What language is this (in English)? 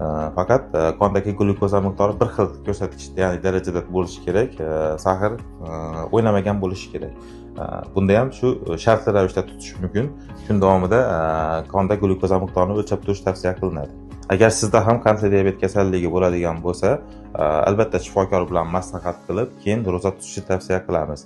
Uzbek